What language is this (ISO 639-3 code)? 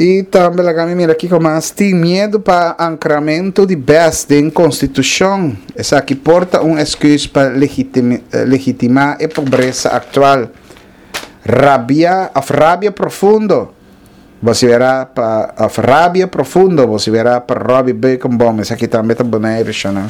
pap